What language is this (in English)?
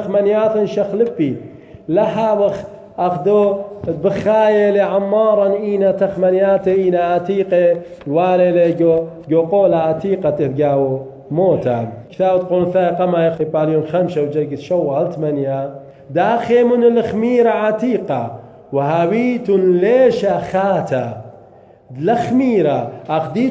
Assyrian Neo-Aramaic